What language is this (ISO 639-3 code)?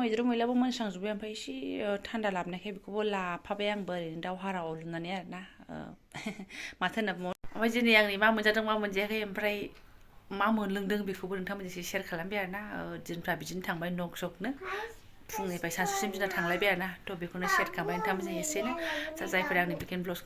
brx